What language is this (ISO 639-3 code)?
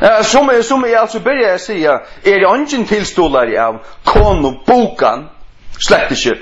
fao